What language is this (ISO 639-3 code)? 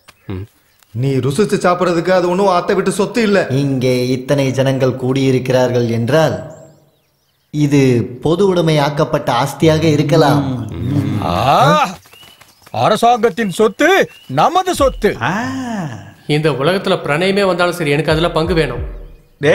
tam